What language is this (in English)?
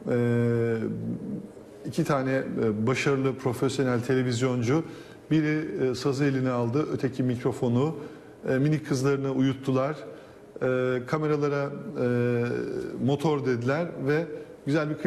Turkish